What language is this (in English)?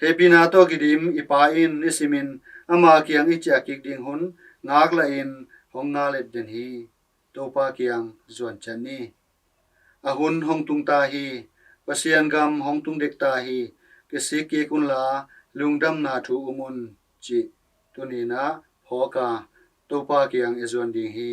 Tedim Chin